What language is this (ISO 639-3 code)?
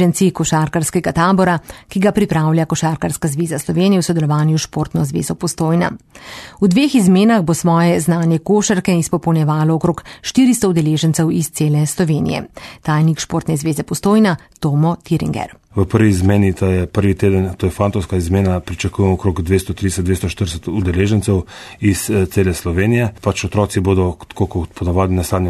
slv